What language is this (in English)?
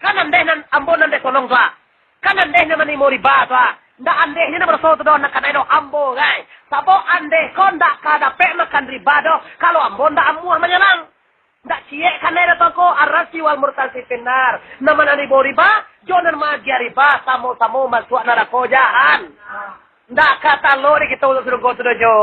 Minangkabau